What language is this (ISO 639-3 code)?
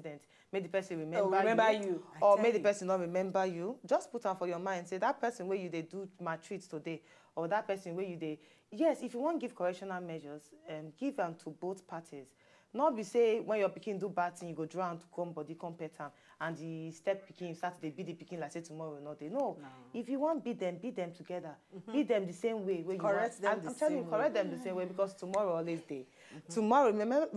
pcm